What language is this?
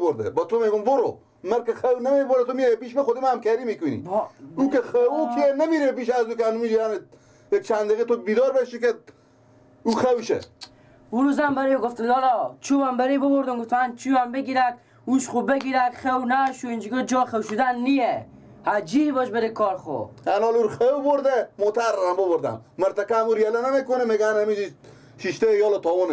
Persian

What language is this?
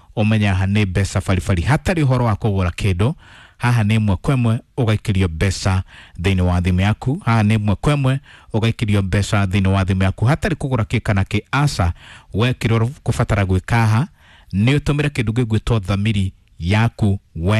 Kikuyu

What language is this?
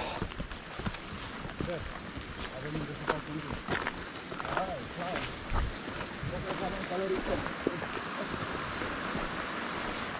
Romanian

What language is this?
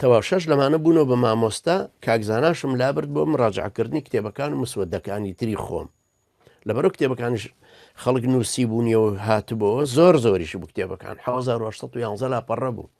Central Kurdish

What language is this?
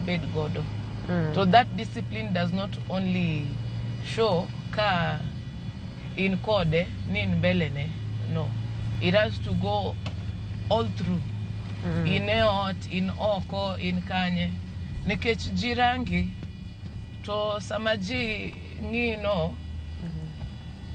Luo (Kenya and Tanzania)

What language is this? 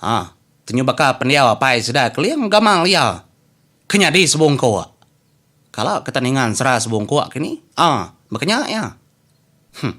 Iban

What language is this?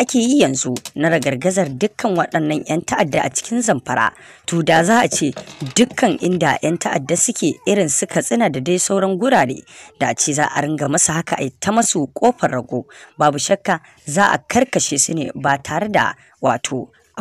Hausa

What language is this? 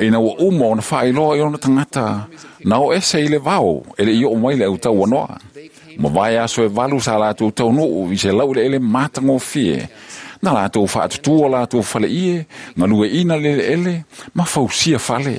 Samoan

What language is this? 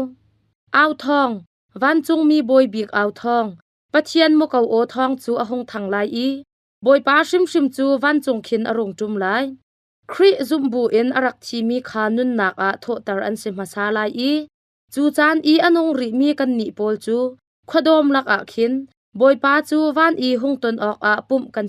Hakha Chin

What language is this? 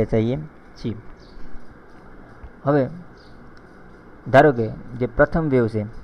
Gujarati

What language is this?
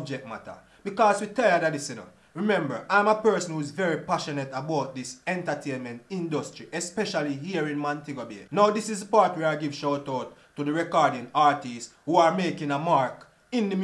Jamaican Creole English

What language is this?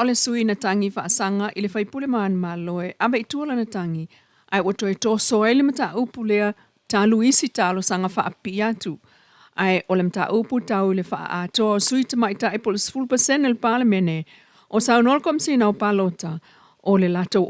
Samoan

